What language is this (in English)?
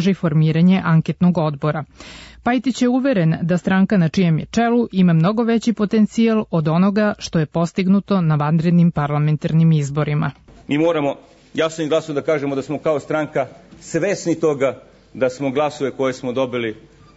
Serbian